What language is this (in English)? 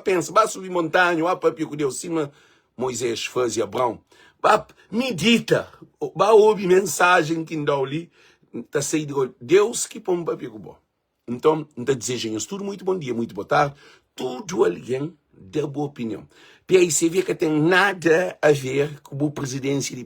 Kabuverdianu